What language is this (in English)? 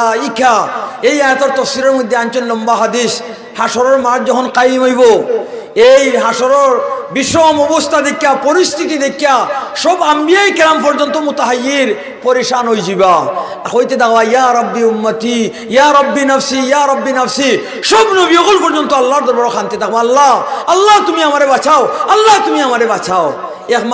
Sylheti